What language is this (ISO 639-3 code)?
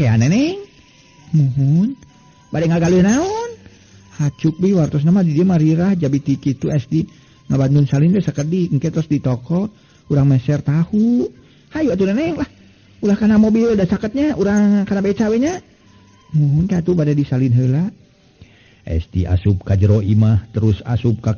sun